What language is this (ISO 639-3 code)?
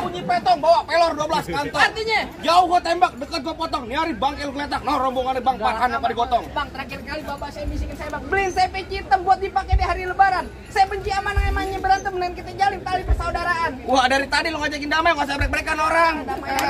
bew